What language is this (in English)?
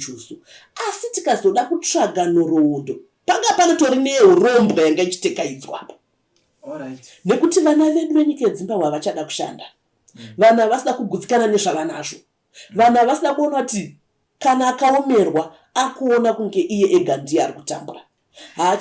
Shona